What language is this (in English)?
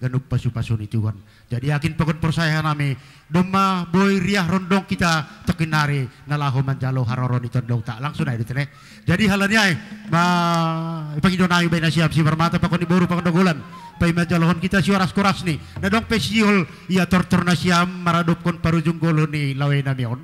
Batak Simalungun